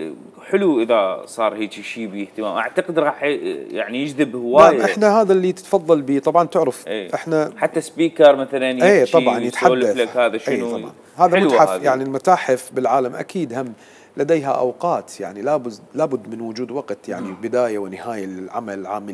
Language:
Mesopotamian Arabic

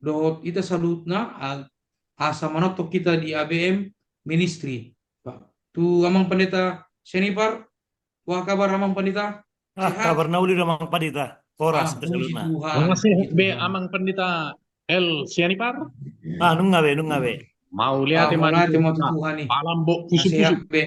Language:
Batak Toba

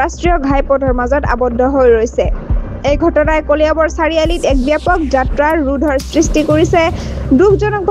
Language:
Assamese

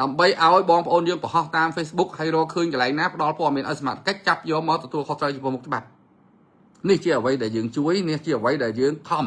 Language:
Khmer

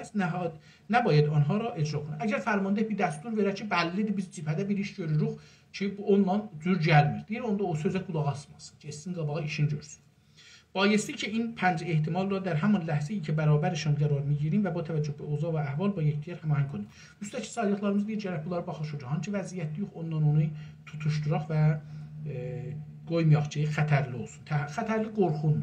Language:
South Azerbaijani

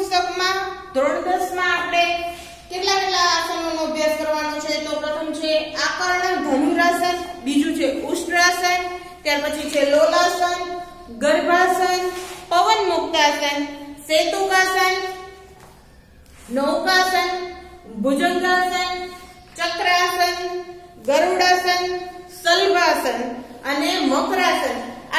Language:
Gujarati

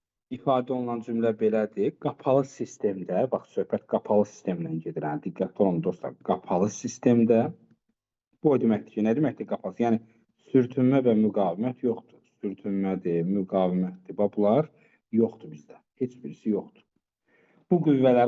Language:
Azerbaijani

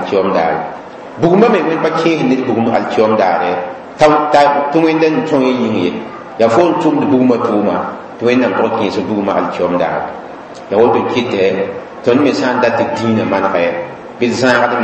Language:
Mossi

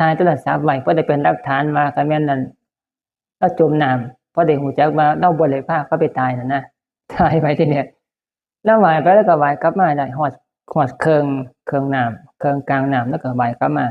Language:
Northeastern Thai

